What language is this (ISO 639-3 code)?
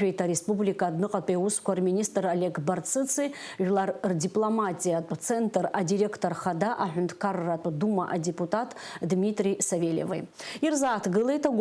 abk